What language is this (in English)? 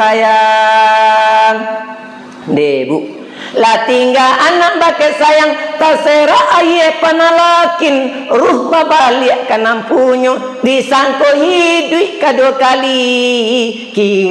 Minangkabau